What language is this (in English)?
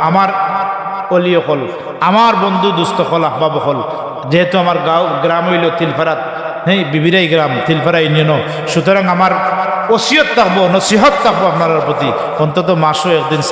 Sylheti